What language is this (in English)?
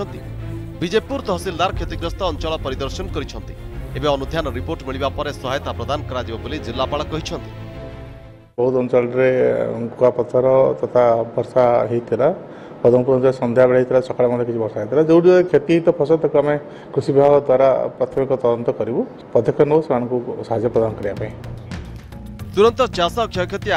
Odia